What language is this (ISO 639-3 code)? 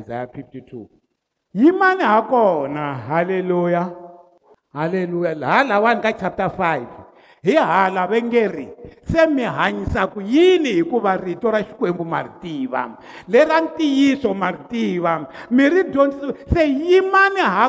tso